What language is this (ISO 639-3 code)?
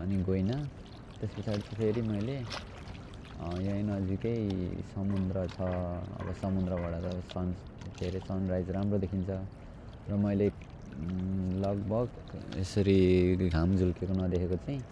nep